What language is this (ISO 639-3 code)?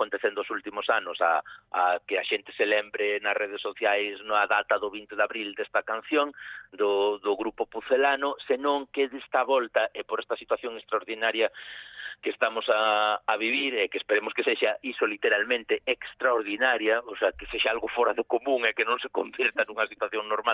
glg